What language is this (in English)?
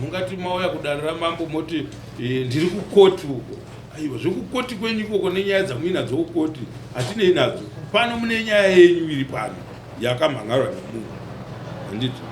Shona